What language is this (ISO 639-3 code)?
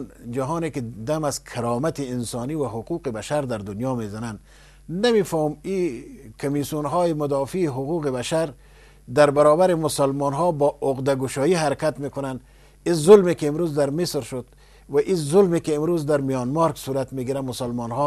fas